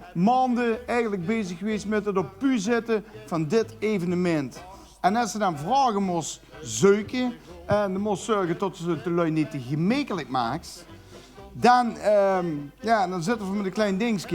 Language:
Limburgish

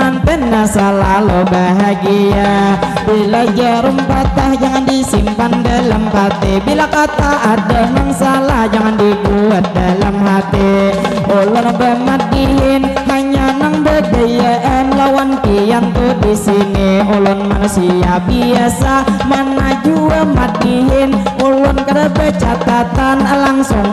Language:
Banjar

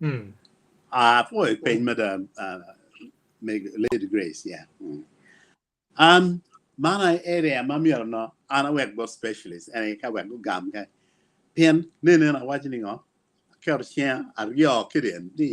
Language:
Acoli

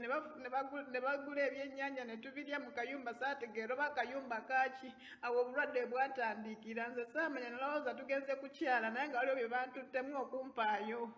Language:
Ganda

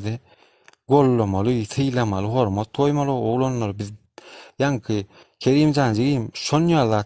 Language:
Turkmen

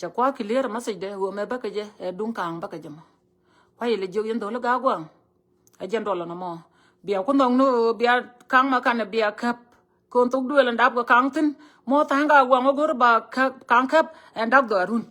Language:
Nuer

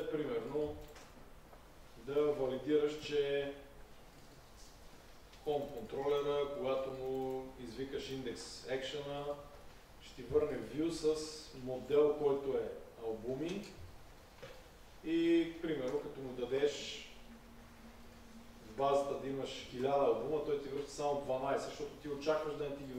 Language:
Bulgarian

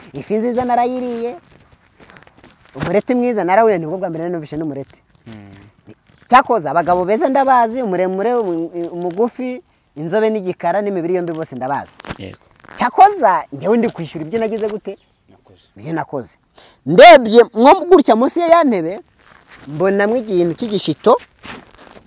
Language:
Kinyarwanda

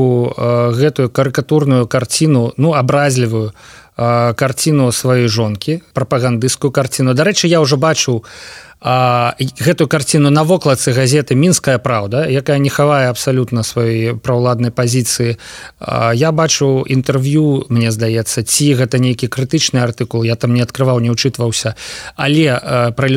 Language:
Belarusian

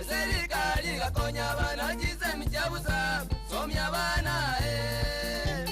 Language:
Gusii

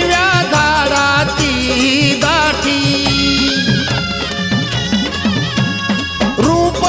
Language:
Marathi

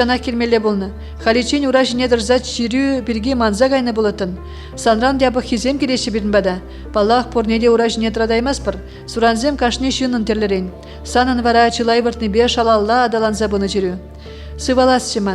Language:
Chuvash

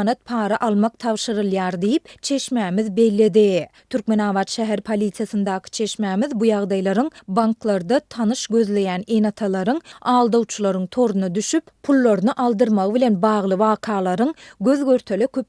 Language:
Turkmen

